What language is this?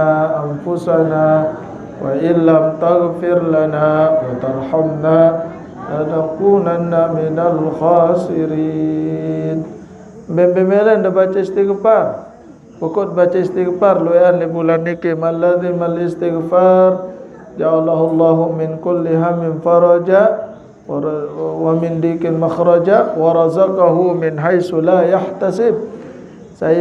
Sasak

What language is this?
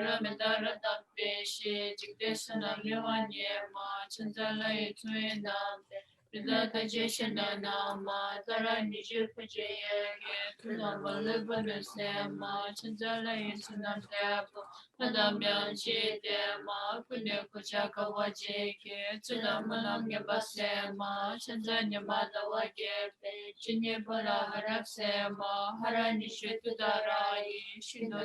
Tibetan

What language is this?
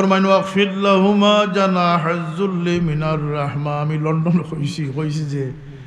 Sylheti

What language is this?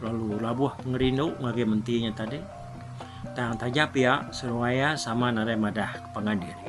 Iban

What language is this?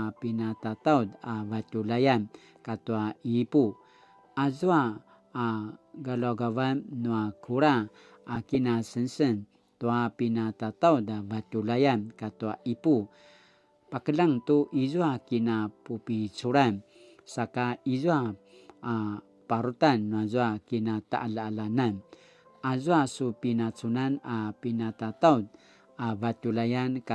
Paiwan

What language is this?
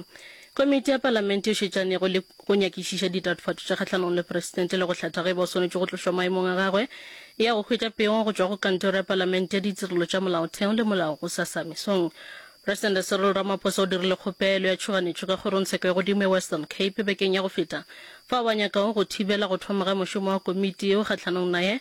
Northern Sotho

